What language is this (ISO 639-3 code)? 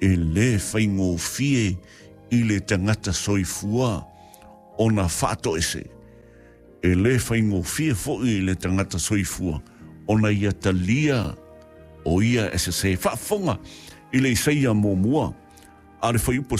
smo